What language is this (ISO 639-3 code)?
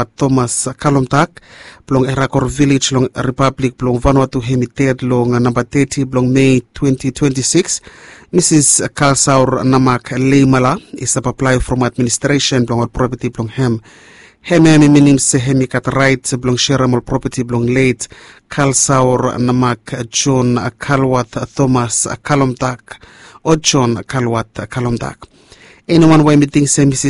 bis